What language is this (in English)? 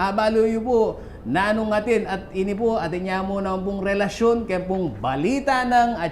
Pampanga